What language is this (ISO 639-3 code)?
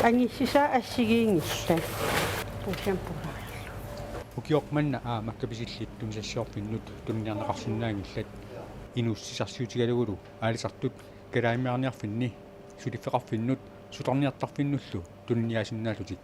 kal